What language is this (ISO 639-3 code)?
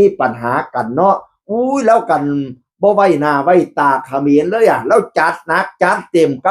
tts